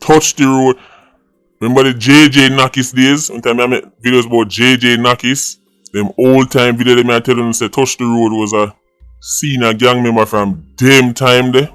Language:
Jamaican Creole English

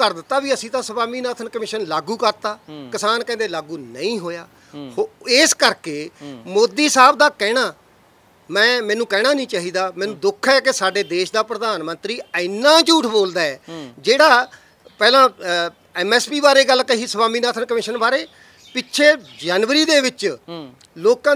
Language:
Punjabi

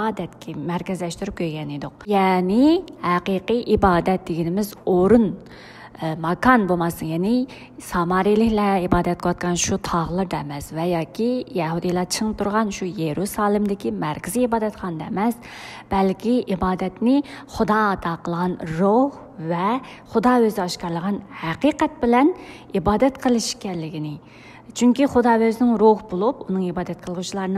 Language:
Uyghur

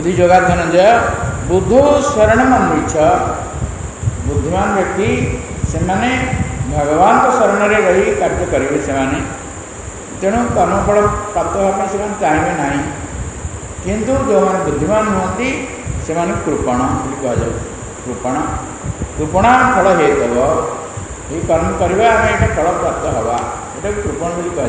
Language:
Odia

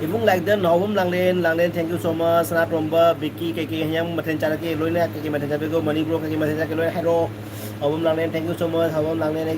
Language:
Manipuri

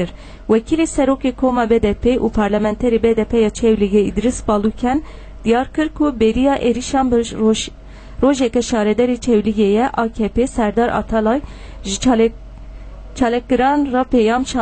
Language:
Kurdish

